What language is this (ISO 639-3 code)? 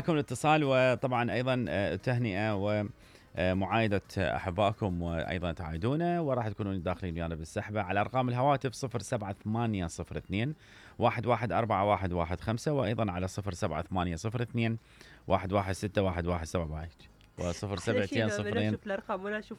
acm